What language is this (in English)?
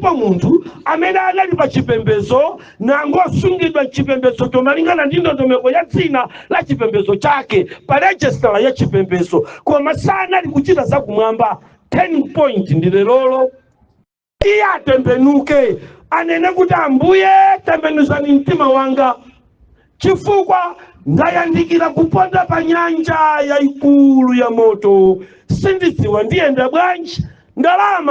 Nyanja